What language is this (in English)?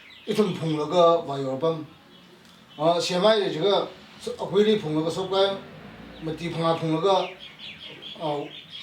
Tangkhul Naga (India)